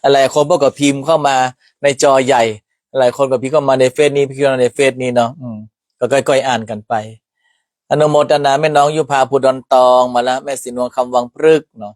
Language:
Northern Thai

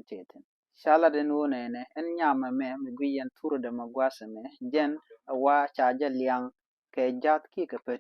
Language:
Nuer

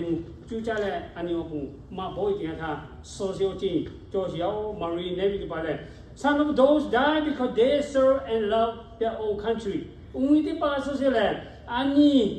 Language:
Lahu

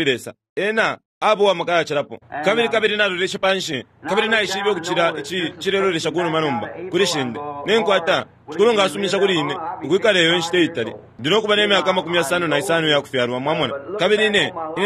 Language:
Bemba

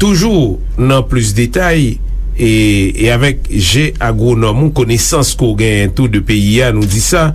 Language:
Haitian Creole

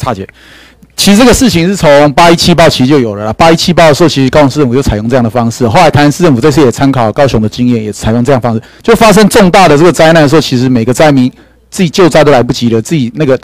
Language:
Chinese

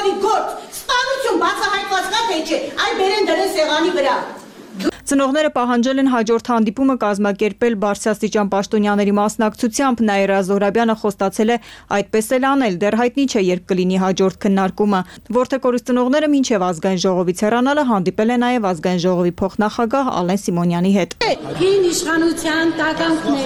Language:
Armenian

